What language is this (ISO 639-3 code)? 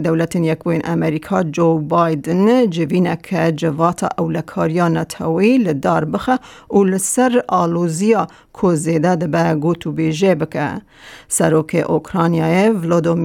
kur